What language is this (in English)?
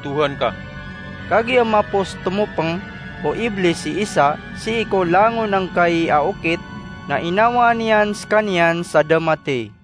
Maranao